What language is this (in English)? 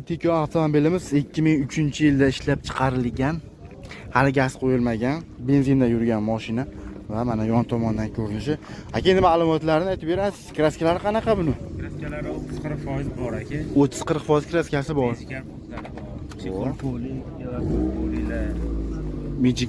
Uzbek